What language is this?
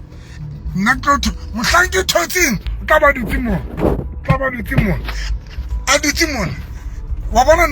Southern Sotho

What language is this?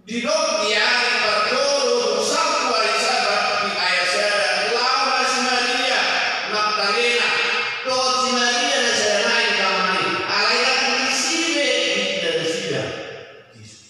Batak Toba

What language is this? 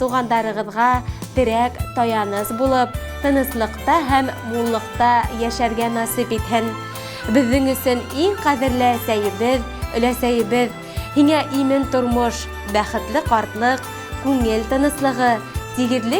Bashkir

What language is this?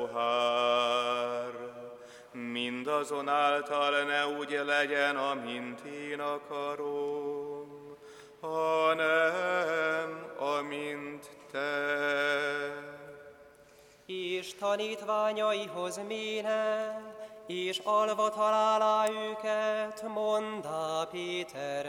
Hungarian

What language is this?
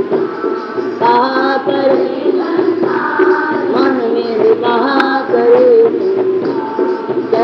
Hindi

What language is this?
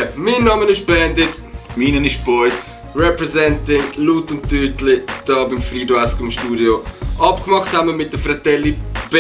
Swiss German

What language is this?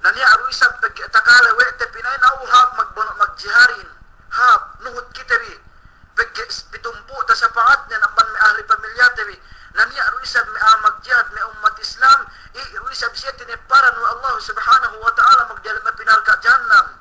Yakan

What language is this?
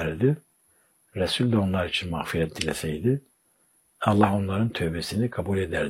Turkish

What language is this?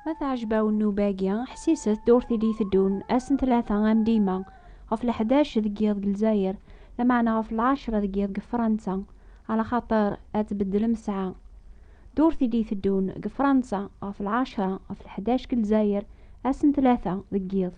Kabyle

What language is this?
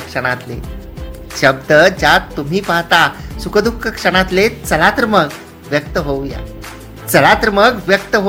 Marathi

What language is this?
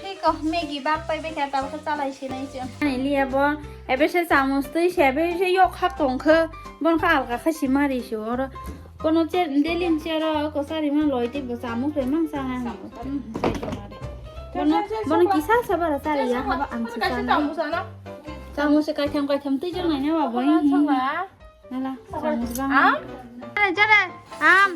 Kok Borok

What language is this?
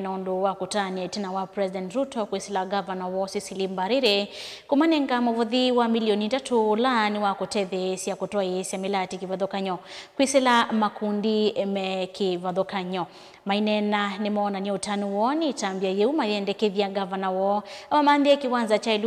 Kamba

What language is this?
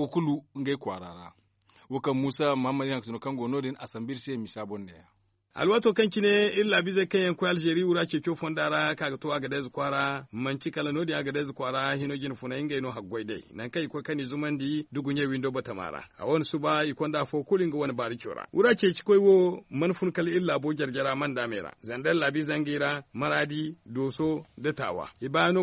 Zarma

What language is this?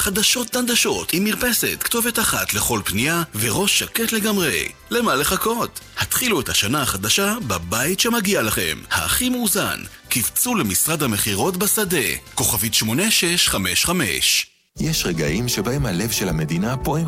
Hebrew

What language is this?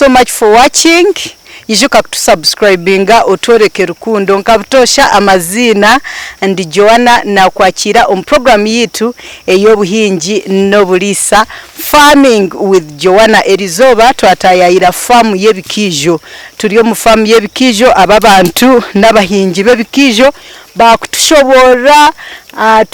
Nyankole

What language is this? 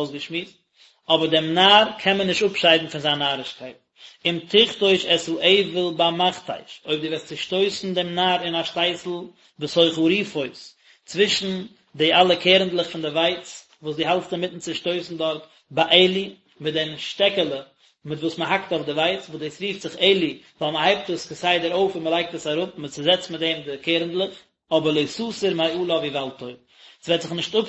Yiddish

